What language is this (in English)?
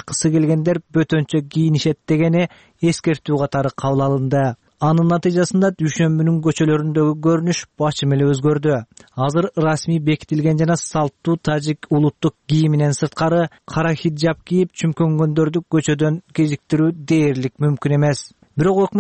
Kyrgyz